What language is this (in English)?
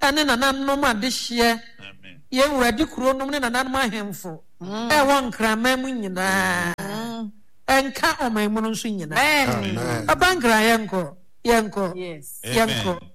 Akan